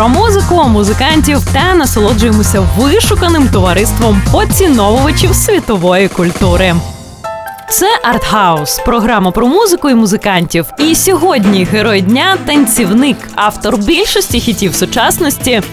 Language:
Ukrainian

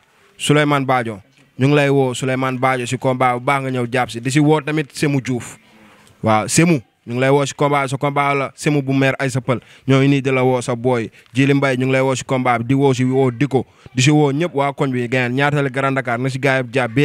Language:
Wolof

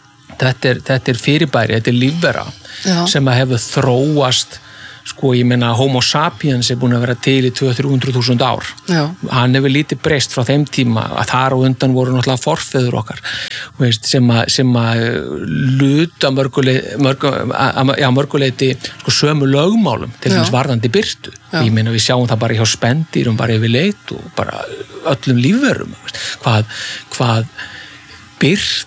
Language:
Icelandic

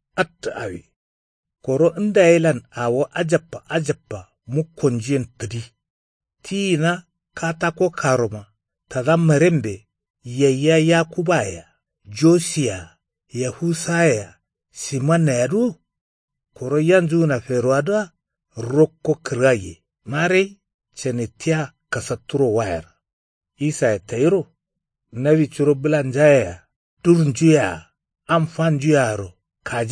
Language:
Kanuri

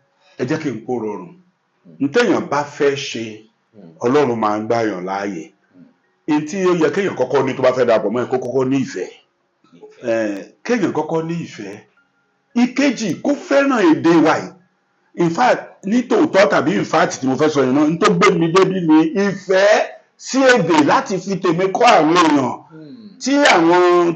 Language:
Yoruba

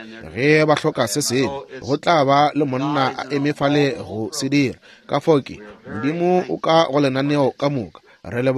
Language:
Northern Sotho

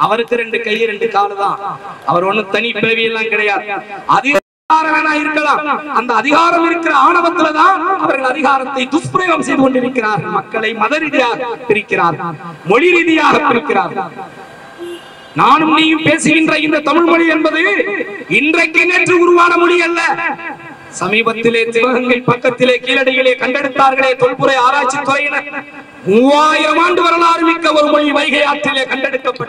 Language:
Tamil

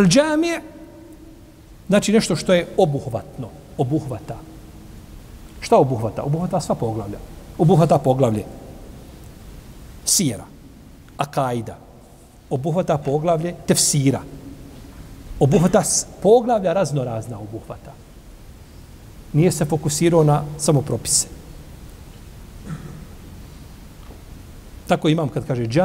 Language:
Bosnian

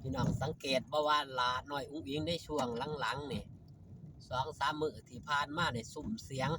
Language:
Northeastern Thai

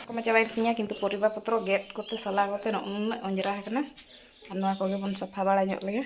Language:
Santali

